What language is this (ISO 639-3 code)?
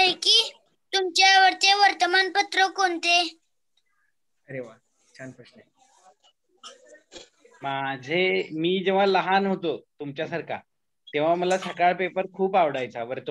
mar